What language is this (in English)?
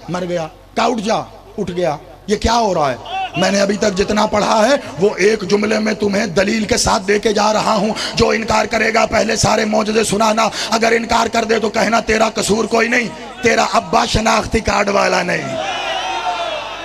Urdu